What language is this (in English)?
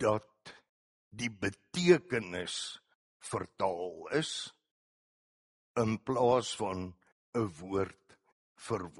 Afrikaans